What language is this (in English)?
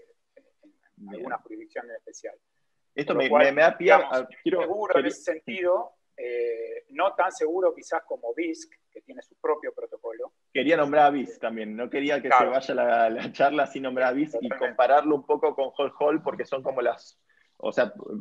Spanish